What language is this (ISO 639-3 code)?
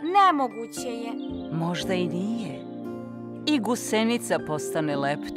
srp